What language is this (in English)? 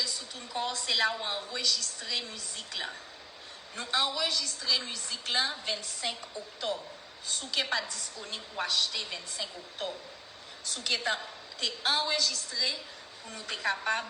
Haitian Creole